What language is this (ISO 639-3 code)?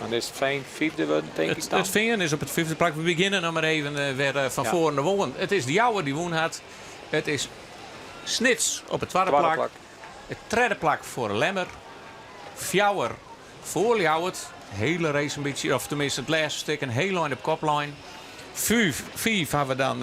fry